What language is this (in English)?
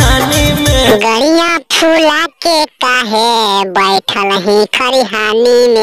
Magahi